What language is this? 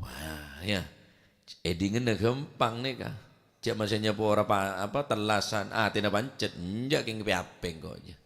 Madurese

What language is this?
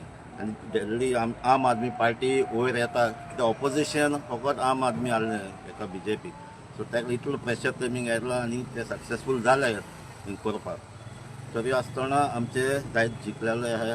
Konkani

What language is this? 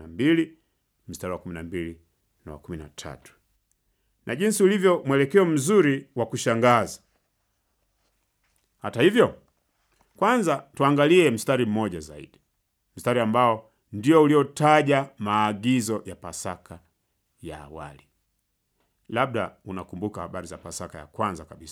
Swahili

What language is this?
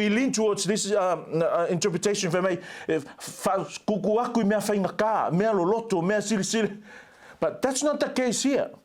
Samoan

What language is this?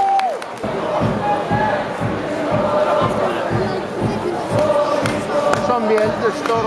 Norwegian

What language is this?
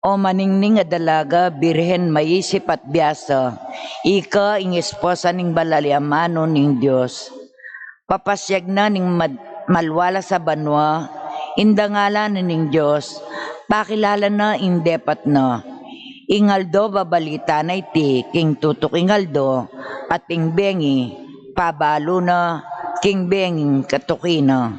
Pampanga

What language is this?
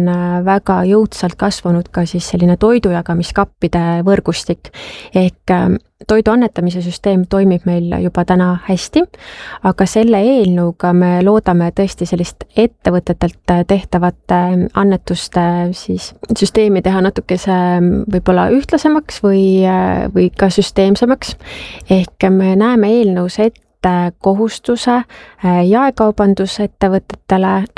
Estonian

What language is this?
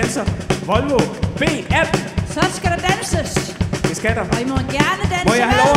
Danish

